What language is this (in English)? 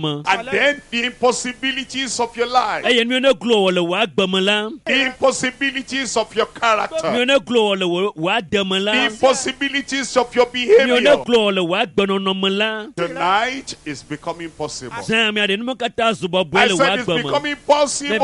Ewe